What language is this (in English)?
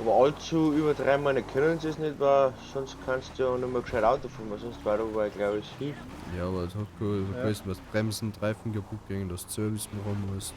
Bavarian